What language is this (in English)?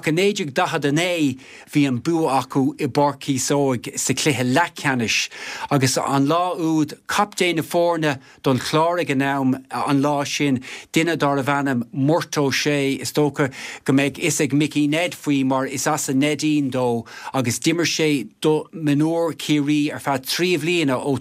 Irish